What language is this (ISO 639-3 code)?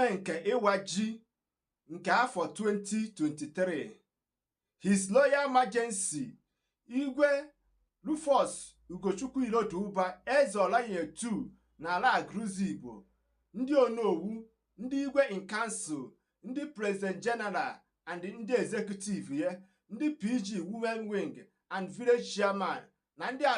ibo